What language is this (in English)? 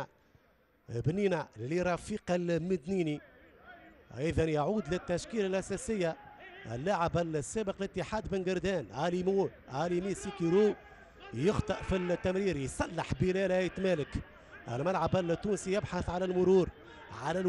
Tunisian Arabic